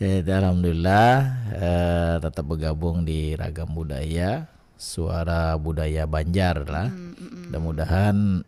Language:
Banjar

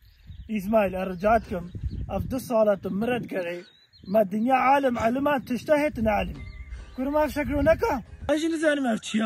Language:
Kurdish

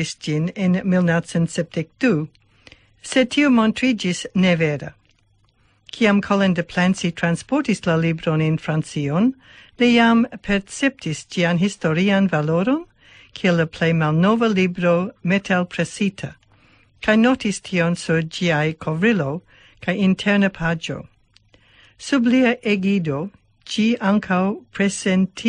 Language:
Esperanto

